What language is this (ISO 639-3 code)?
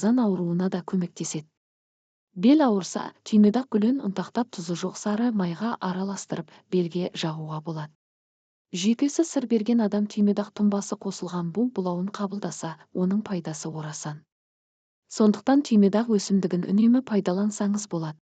kaz